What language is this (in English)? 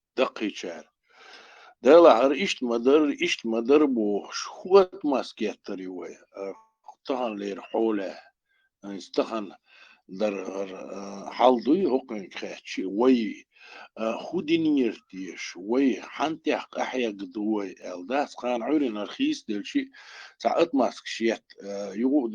Chechen